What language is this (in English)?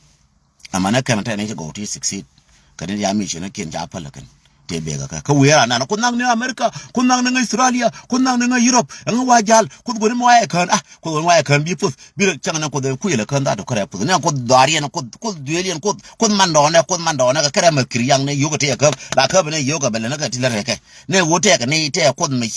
Nuer